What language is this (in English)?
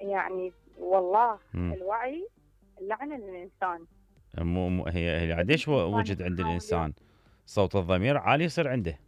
Mesopotamian Arabic